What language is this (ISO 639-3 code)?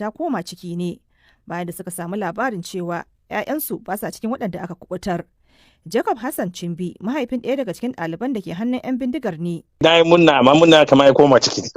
hau